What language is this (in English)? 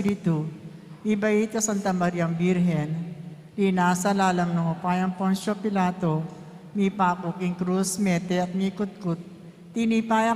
Pampanga